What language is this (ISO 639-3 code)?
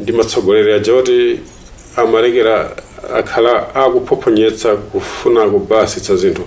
nya